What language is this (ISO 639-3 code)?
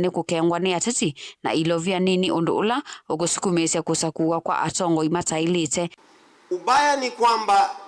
kam